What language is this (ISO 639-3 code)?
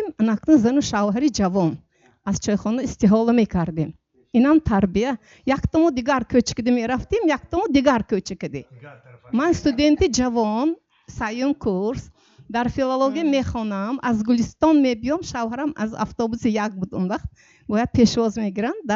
tgk